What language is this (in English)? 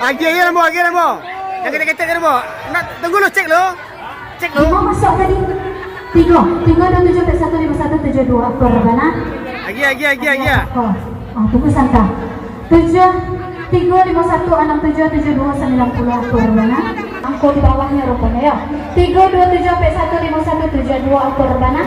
Minangkabau